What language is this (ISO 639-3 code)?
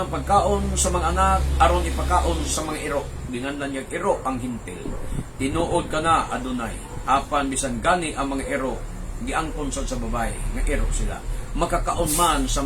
ceb